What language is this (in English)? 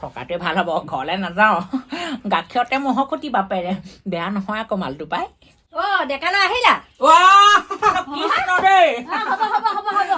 Assamese